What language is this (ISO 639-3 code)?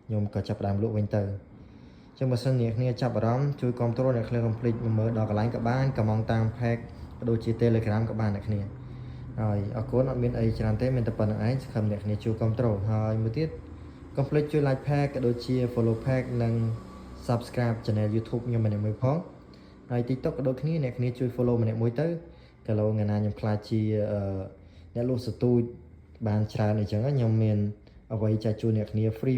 khm